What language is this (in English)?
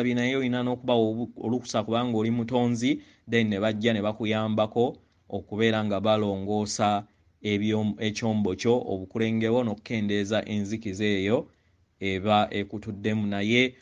Ganda